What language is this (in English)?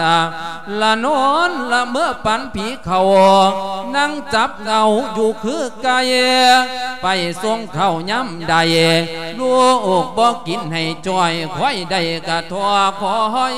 Lao